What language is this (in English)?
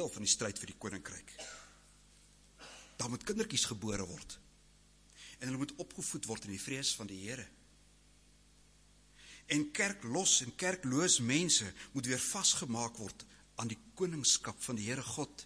Afrikaans